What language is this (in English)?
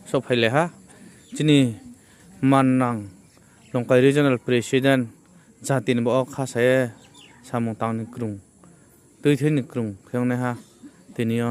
Riang (India)